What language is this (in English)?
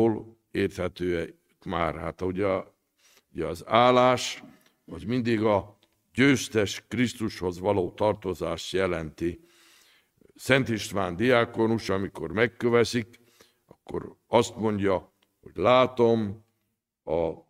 Hungarian